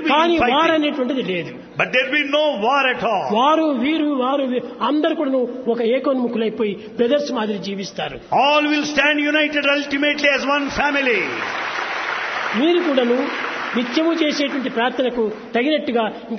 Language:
Telugu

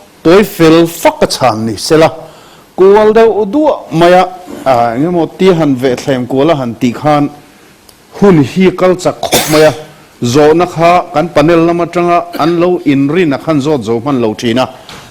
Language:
Mizo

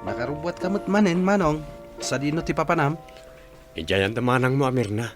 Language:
Iloko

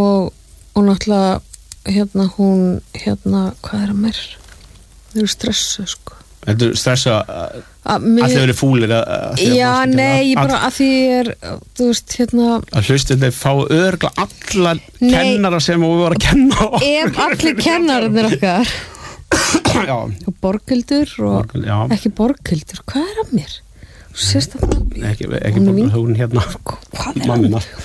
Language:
Icelandic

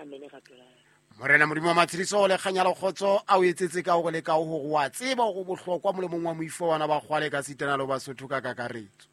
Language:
Southern Sotho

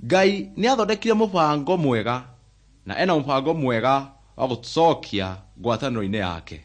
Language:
Kikuyu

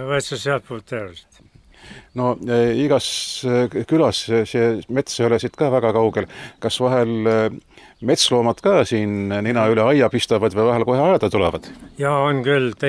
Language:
Estonian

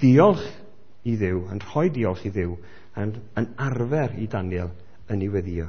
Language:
Welsh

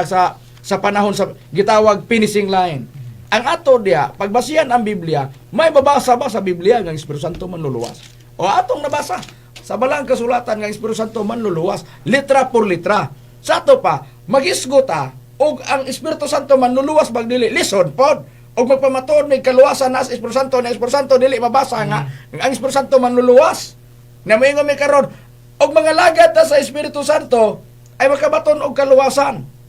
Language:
Cebuano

